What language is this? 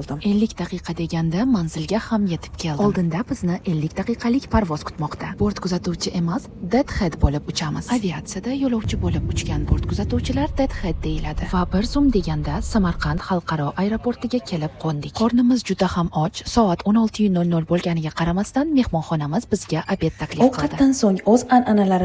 Uzbek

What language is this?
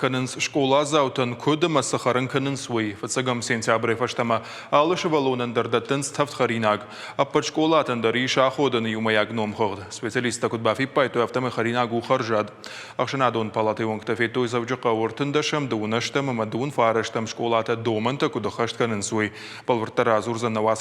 Ossetic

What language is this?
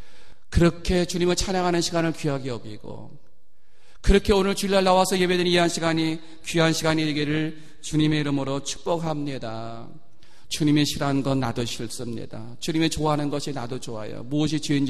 Korean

